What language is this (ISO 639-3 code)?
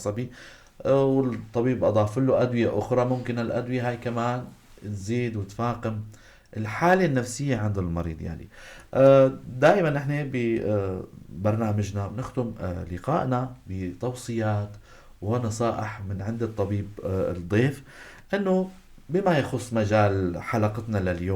apc